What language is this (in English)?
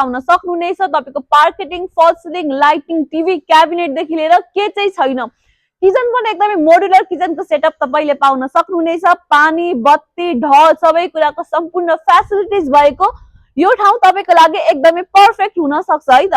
Nepali